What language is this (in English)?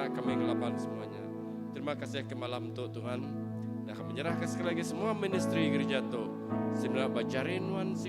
Iban